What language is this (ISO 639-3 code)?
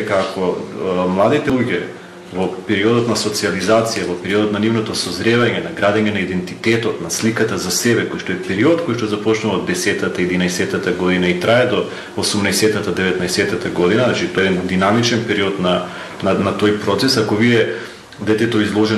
mkd